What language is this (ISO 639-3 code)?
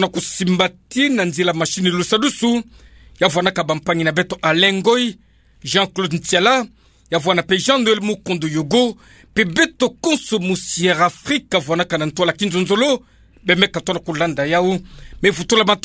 ktu